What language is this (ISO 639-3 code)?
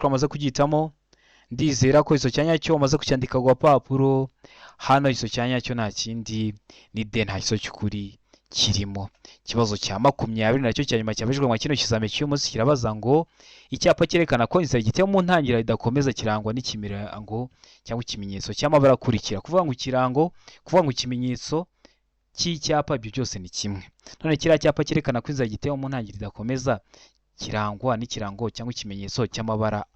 kin